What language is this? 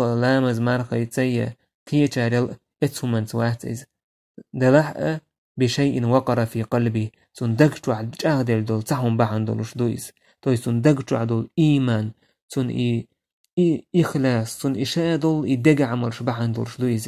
Chechen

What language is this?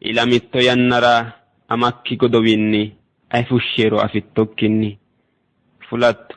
Sidamo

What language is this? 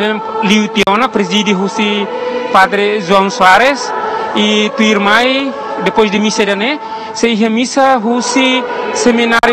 Tetum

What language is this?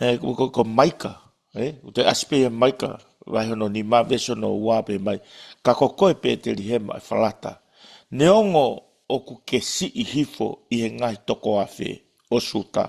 Tongan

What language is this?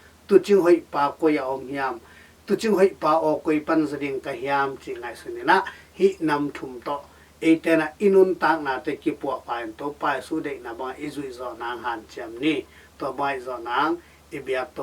Tedim Chin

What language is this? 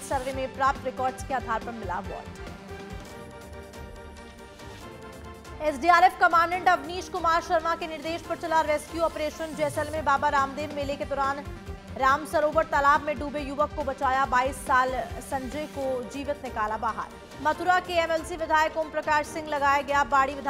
Hindi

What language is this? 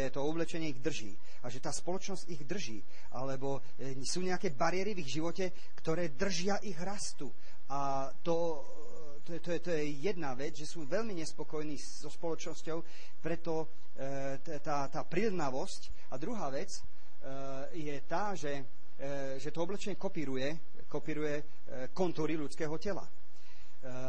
Slovak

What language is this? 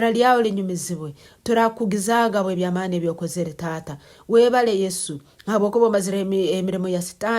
Nyankole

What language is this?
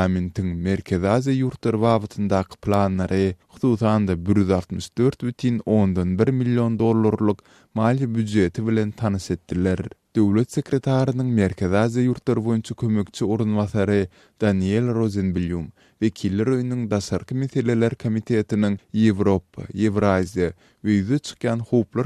Turkmen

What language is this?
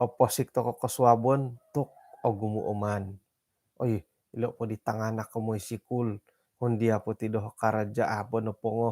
Central Dusun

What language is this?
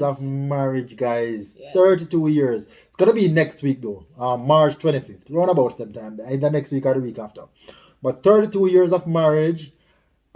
Jamaican Creole English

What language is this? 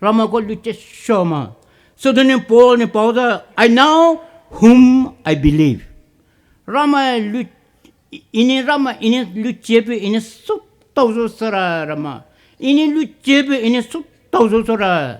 Poumei Naga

